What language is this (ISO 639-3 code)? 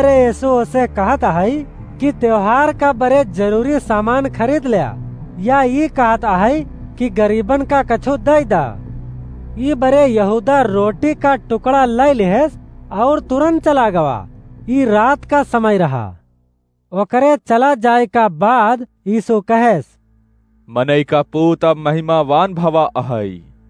awa